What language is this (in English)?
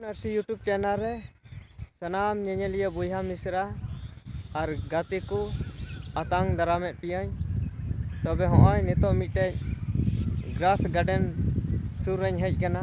Santali